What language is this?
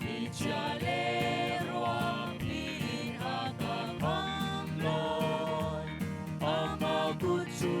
Hakha Chin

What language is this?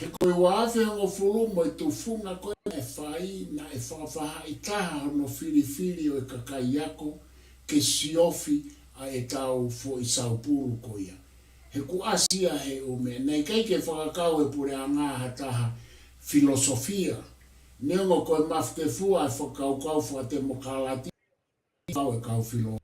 Tongan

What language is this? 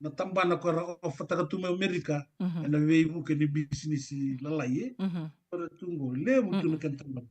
Fijian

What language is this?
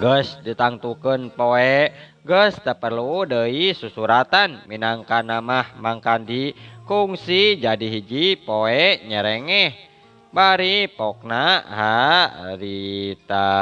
Sundanese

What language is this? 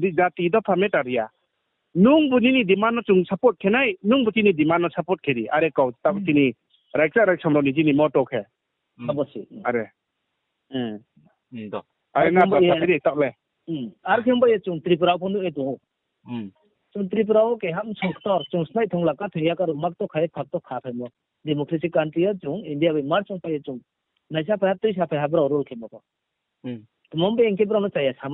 Riang (India)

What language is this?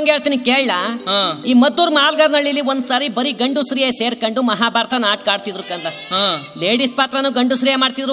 Kannada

